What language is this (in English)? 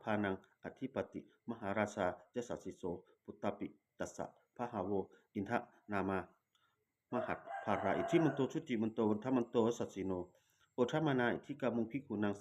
Pali